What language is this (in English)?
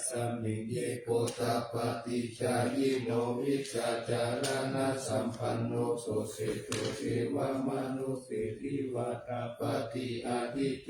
Pali